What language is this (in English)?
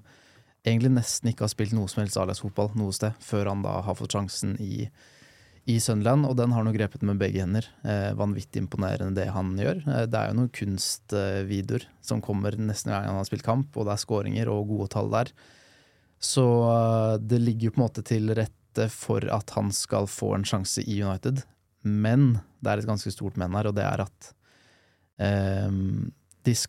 Norwegian